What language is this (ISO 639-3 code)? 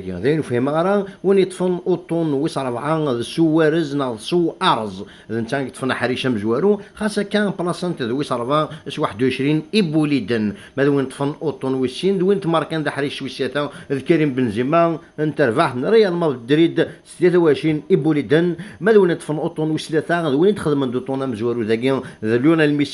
kab